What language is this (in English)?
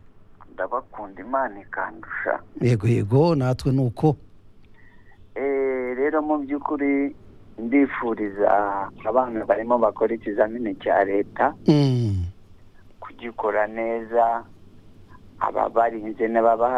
Kinyarwanda